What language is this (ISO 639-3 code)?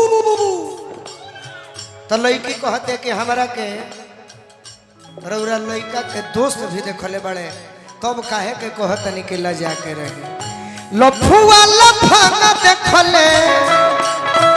bho